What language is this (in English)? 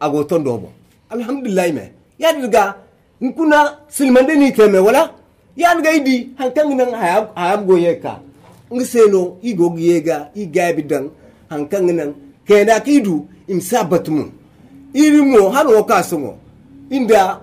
Zarma